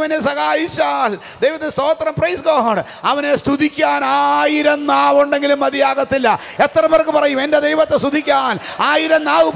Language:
Malayalam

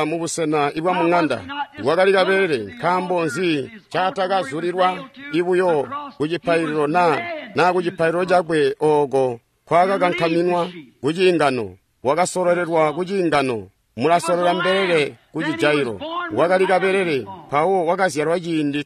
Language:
Tonga (Zambia)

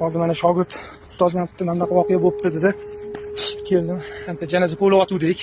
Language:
Uzbek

